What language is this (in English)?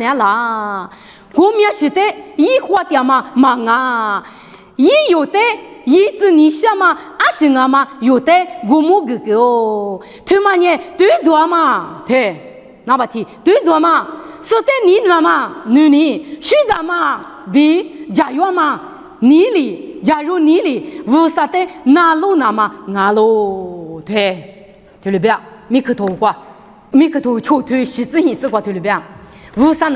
Lisu